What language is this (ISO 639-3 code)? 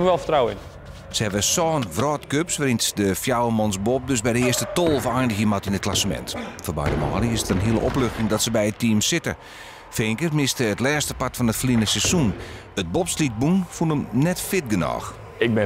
fry